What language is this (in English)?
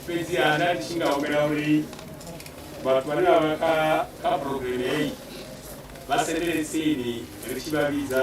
Venda